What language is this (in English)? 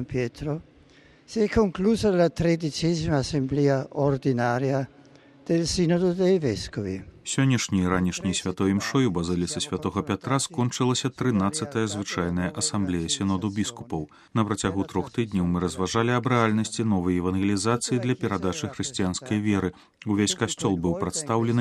Belarusian